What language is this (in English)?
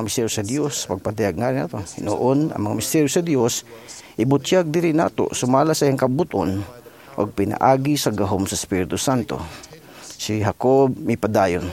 Cebuano